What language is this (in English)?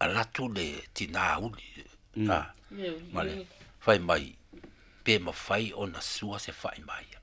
Samoan